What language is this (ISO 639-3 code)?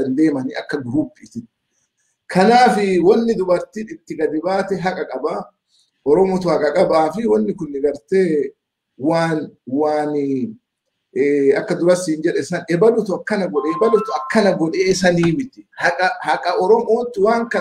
orm